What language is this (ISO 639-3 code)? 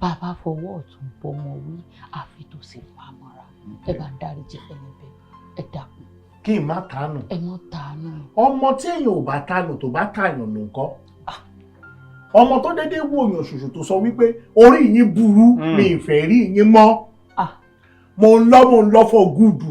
yor